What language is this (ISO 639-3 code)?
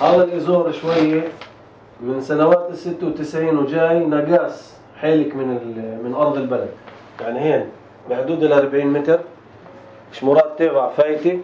apc